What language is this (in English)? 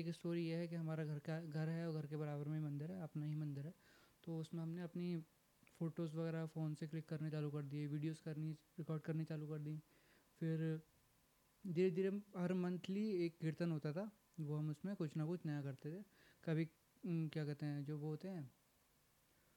Hindi